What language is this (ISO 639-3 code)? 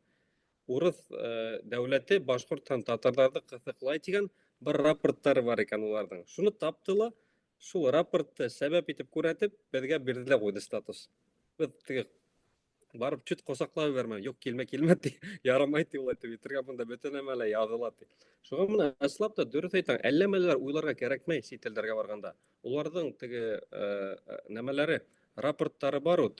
bak